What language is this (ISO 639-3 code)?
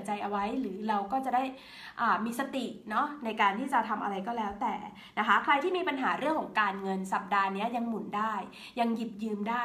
tha